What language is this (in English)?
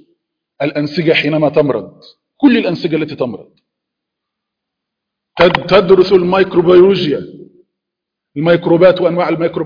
Arabic